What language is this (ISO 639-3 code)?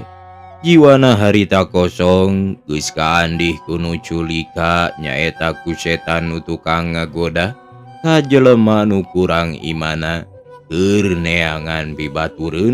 sun